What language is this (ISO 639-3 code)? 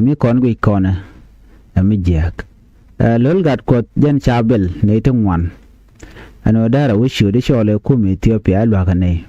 nus